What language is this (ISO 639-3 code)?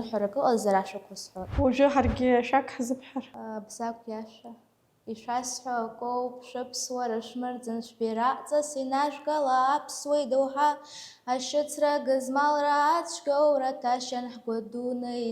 abk